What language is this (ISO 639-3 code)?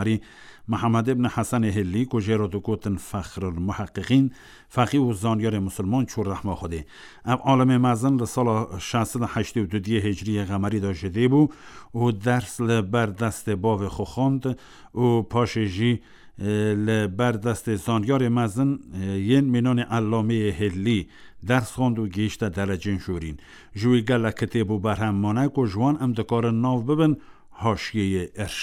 kur